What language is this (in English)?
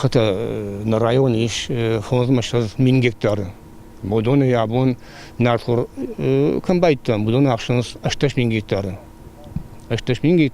Ossetic